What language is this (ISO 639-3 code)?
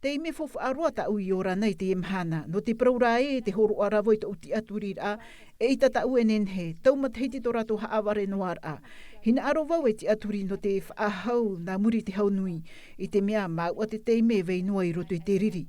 tah